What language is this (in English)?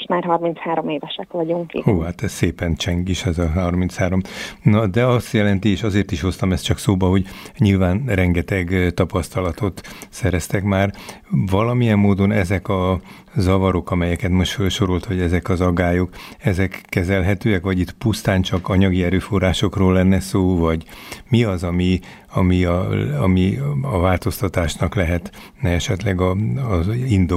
Hungarian